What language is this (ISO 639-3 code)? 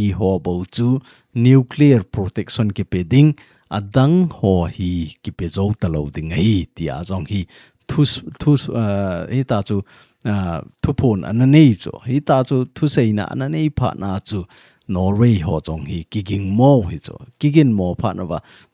tcz